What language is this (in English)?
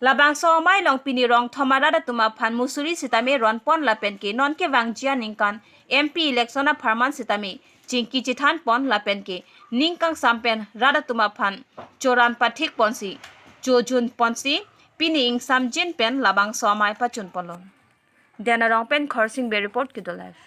Karbi